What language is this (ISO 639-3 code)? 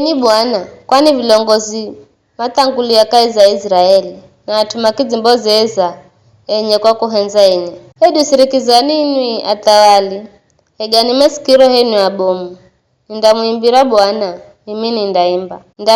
nyf